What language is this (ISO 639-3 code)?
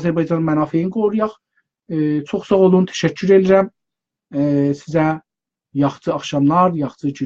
azb